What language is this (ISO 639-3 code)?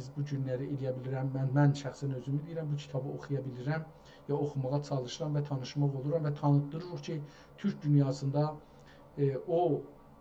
azb